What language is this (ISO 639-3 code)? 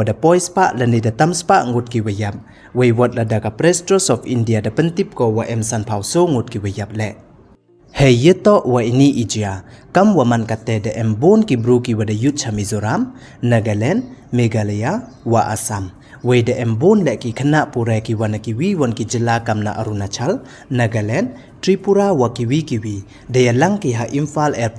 pbv